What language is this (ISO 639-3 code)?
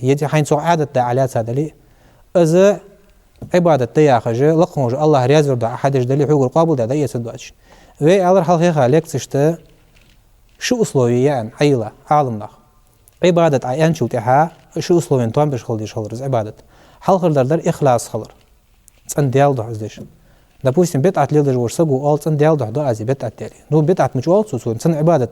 inh